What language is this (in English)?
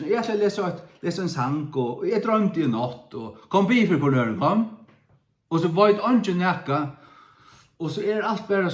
Faroese